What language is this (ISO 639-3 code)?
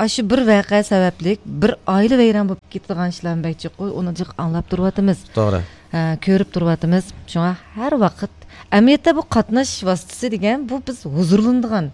uig